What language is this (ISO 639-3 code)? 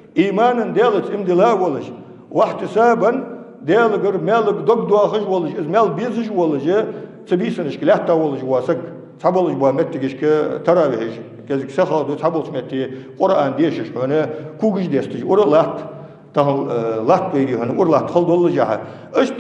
inh